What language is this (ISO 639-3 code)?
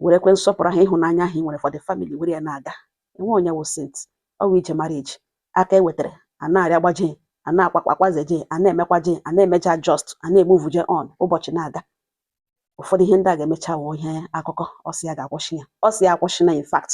ibo